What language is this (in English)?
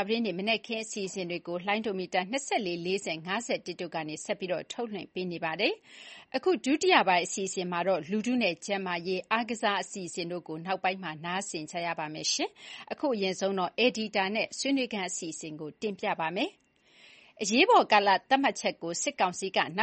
Burmese